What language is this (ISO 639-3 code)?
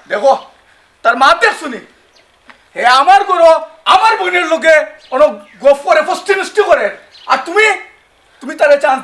syl